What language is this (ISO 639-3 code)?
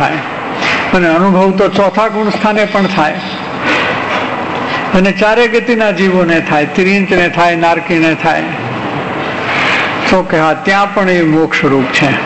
guj